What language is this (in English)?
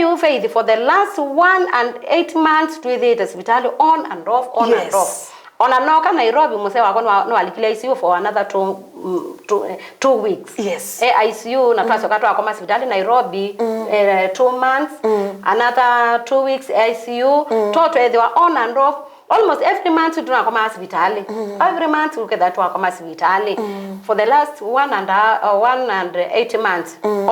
Kamba